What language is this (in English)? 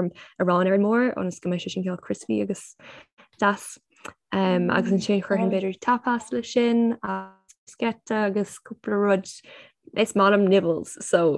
Irish